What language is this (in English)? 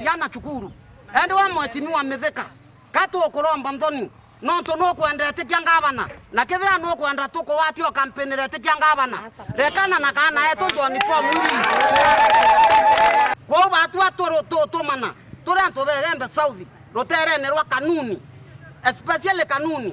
Meru